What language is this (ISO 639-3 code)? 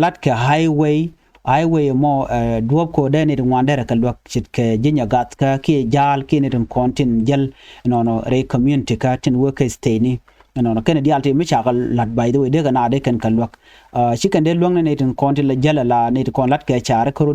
nus